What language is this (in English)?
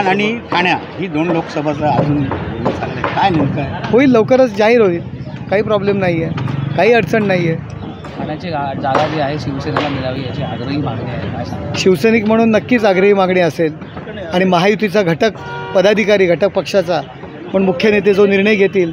Marathi